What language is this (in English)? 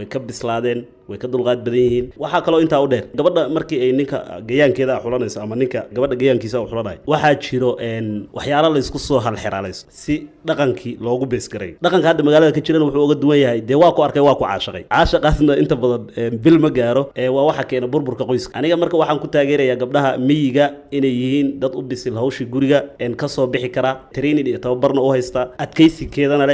Somali